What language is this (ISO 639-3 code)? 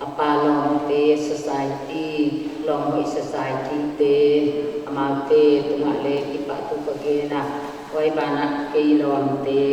pck